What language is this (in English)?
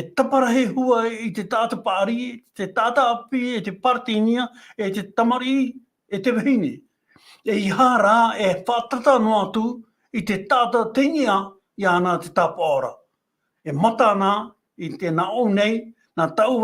Tahitian